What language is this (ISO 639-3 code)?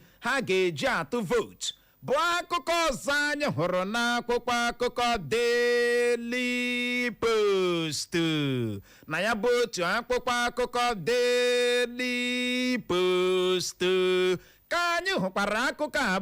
ibo